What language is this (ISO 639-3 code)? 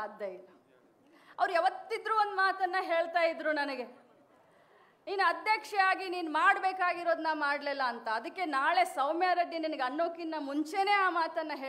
kan